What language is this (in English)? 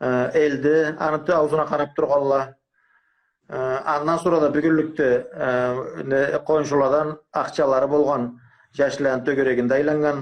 Karachay-Balkar